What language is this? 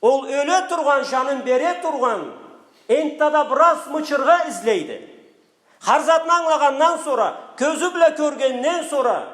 Karachay-Balkar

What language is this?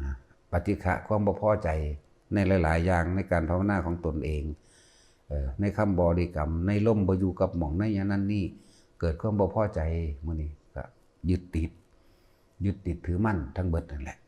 Lao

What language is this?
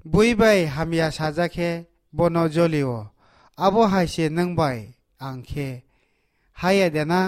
Kok Borok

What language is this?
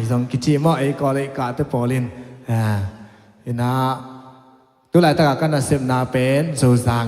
Tedim Chin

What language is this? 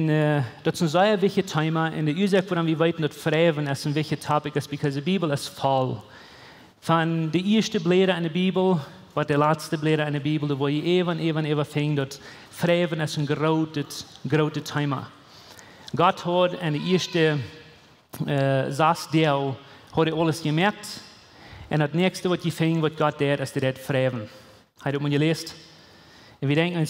Plautdietsch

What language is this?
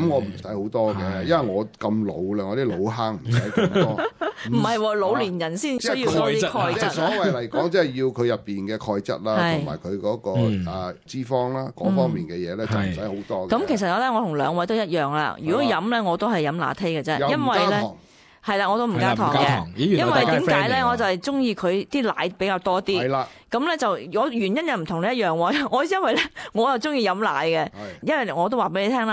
Cantonese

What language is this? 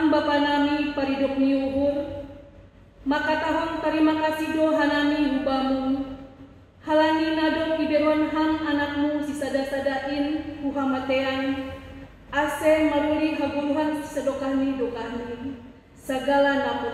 Batak Simalungun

